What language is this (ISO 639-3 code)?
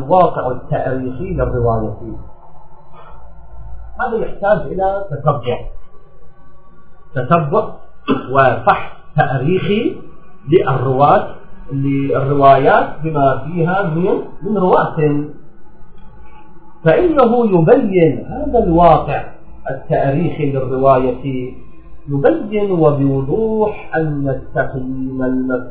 ara